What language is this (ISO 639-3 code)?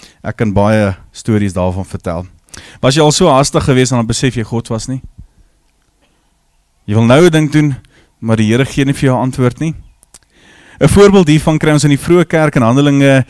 afr